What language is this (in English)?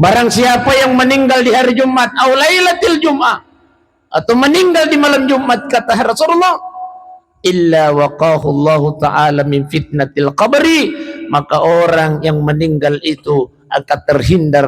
Buginese